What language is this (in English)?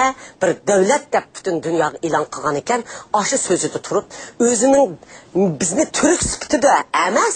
Uyghur